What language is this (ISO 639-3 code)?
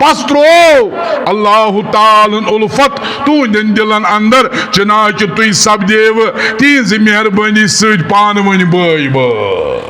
kas